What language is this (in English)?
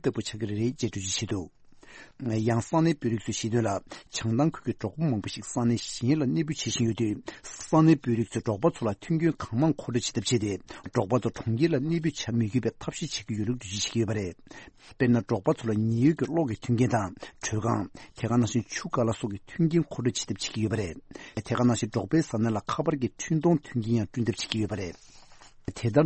Tibetan